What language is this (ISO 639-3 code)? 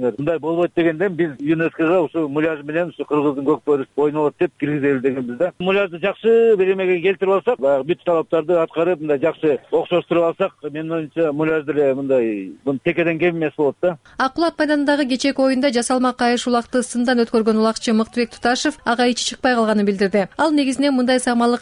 kir